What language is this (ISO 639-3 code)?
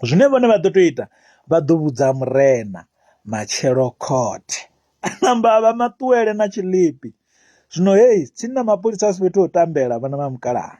ven